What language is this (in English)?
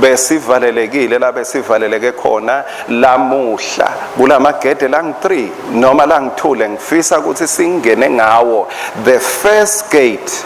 Swati